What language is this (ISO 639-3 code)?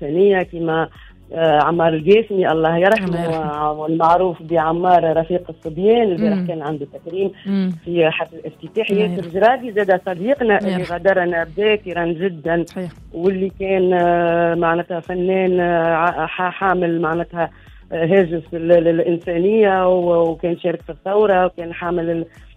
aeb